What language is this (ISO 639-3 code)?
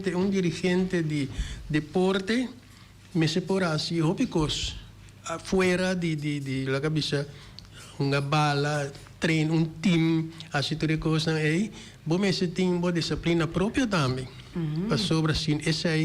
pap